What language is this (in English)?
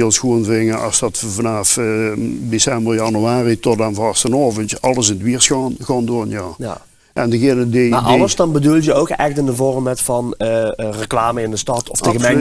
Limburgish